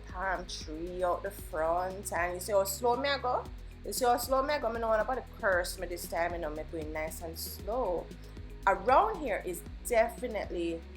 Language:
Jamaican Creole English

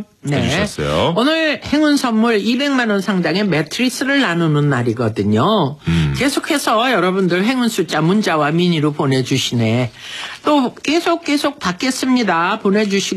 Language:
Korean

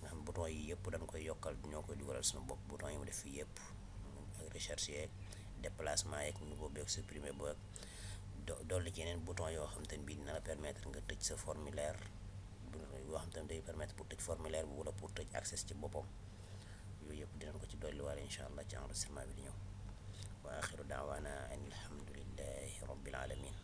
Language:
Wolof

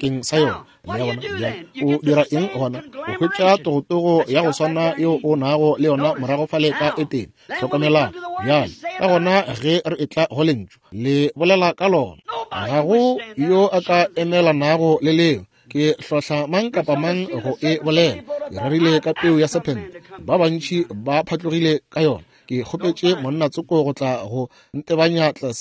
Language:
Northern Sotho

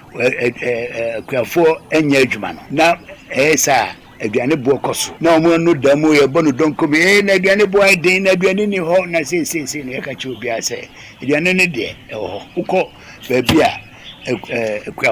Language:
Akan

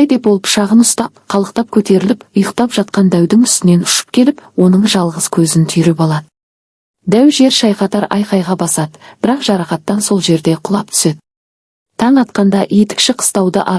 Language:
Kazakh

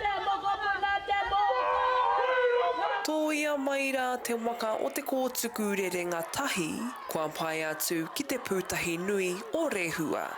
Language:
Māori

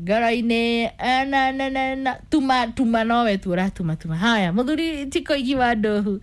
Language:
Kikuyu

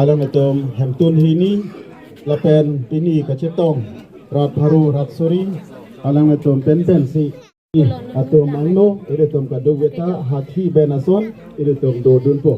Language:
Karbi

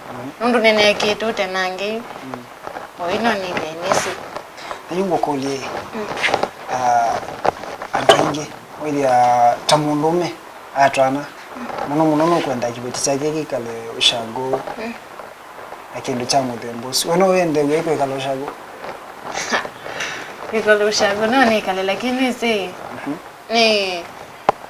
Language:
Kamba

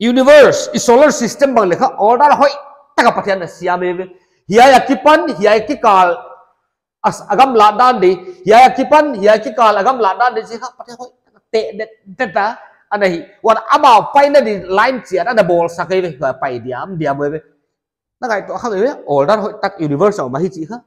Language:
Paite Chin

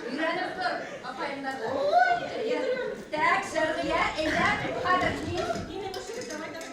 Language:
Bashkir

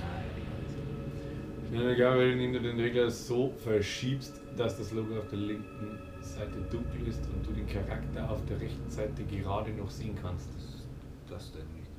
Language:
Bavarian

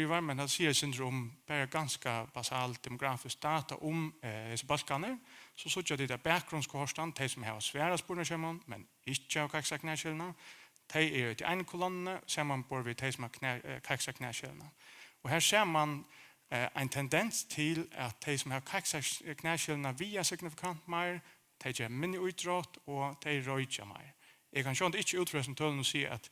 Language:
Faroese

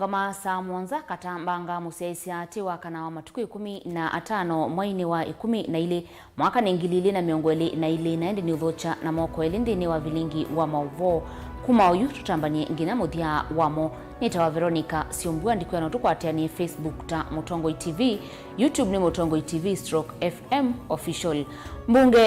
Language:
Kamba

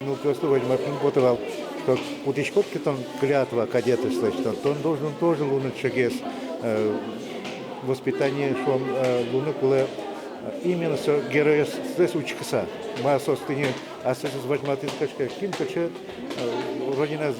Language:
Udmurt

